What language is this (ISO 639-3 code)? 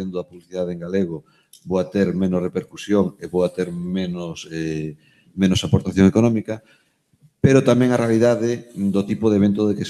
glg